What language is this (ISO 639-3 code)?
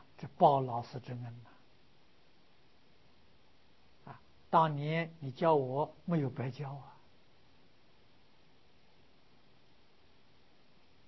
zho